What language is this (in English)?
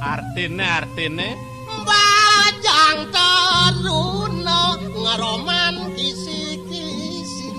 Balinese